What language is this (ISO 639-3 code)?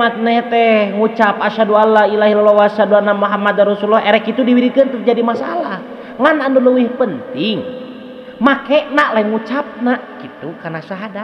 sun